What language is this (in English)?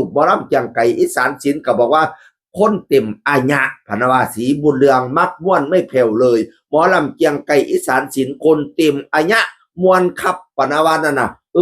Northeastern Thai